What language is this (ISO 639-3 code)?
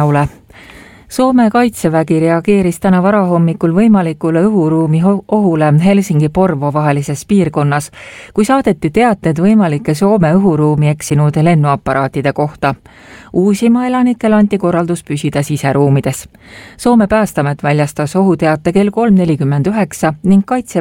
est